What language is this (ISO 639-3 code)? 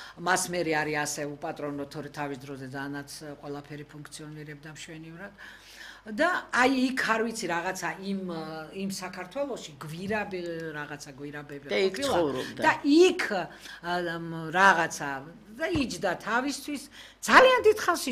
kat